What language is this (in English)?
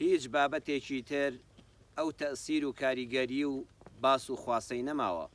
Central Kurdish